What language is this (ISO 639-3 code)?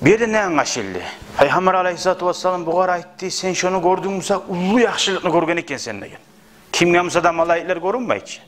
kum